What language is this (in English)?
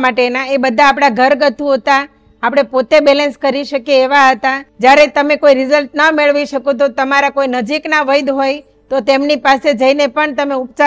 Gujarati